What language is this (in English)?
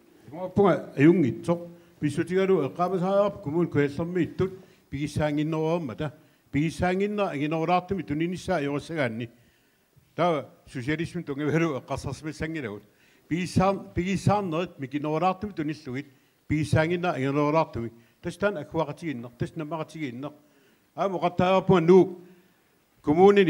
Kalaallisut